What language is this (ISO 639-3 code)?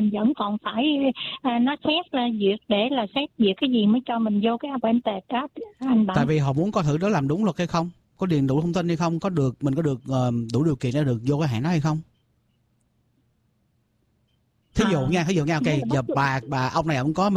vie